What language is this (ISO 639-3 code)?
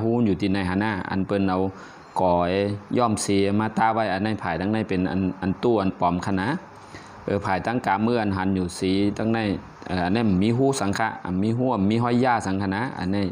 shn